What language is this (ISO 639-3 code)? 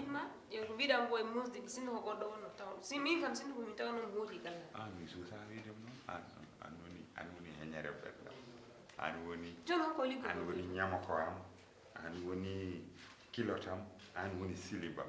ful